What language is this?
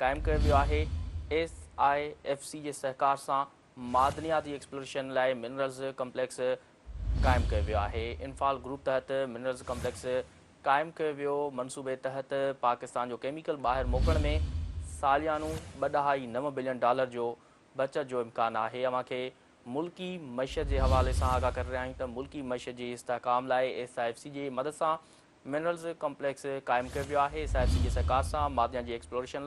Sindhi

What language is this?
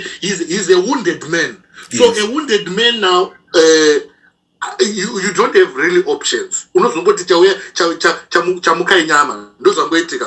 Shona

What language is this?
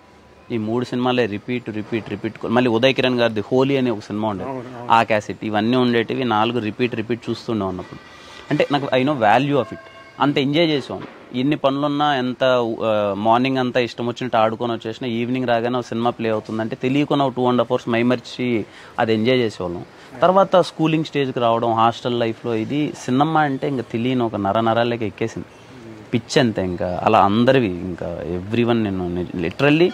Telugu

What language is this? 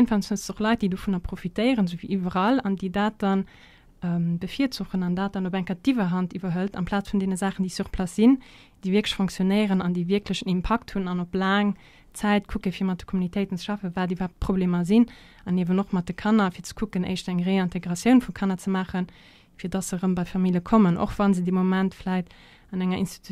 Luxembourgish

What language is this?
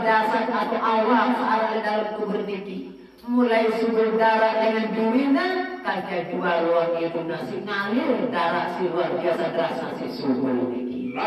Sasak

